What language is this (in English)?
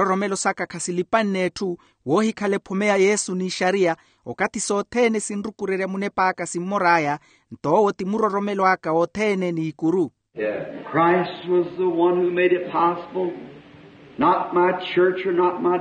Makhuwa